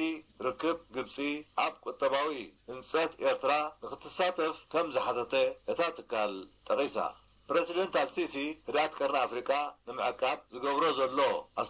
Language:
Tigrinya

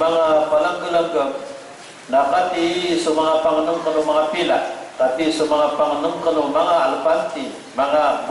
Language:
Maranao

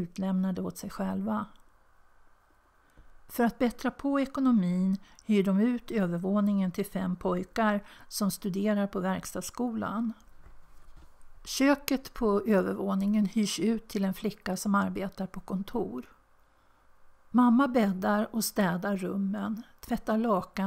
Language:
Swedish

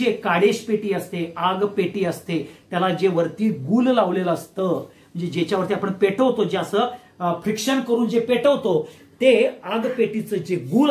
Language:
Marathi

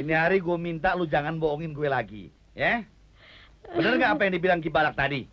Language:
Betawi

